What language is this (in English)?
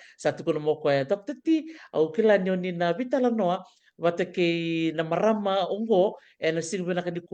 Fijian